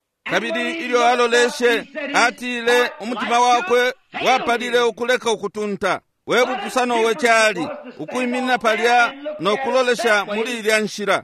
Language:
Bemba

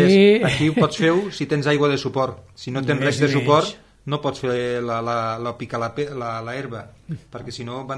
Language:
Catalan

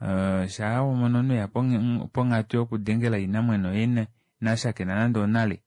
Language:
Kuanyama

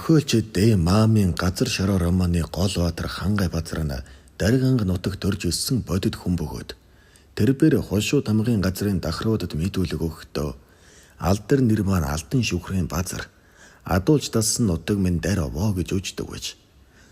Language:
Mongolian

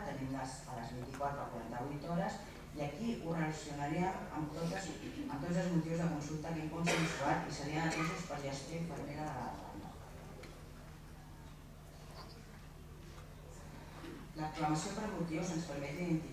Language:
Catalan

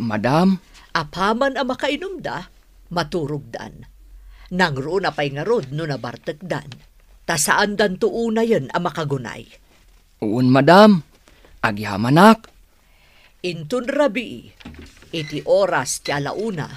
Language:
Iloko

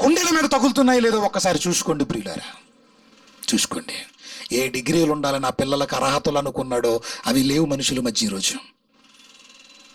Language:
Telugu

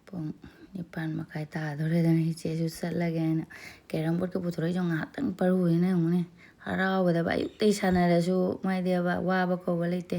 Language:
Manipuri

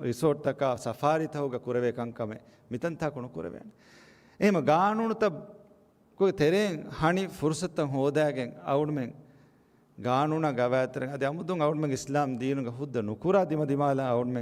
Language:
Divehi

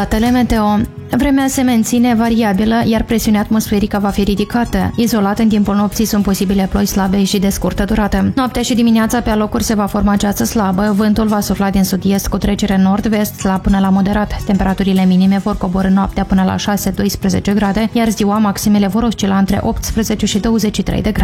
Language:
Romanian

